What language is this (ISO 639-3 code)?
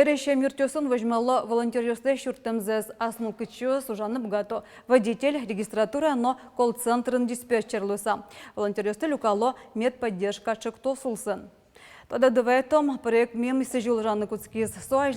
udm